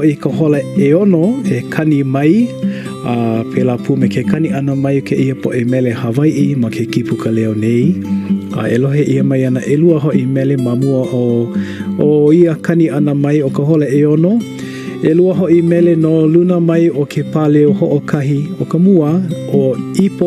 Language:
Hawaiian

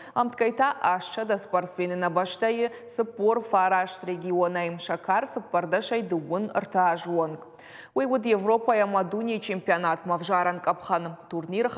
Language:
Ossetic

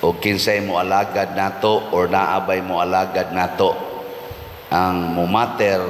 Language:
Cebuano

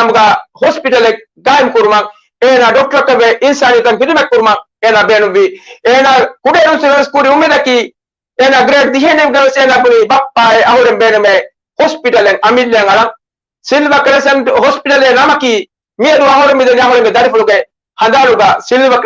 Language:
Divehi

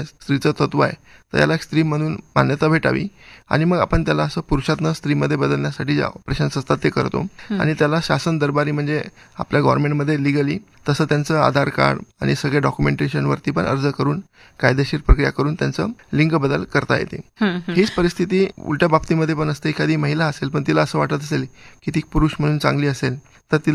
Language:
Marathi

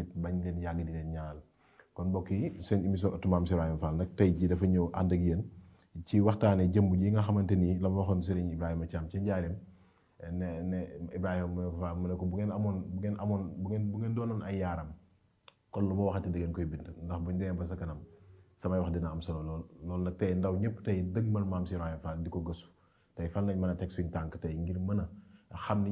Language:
Wolof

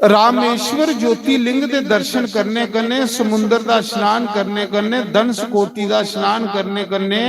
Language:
Dogri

